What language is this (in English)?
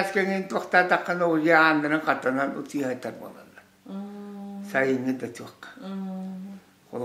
Yakut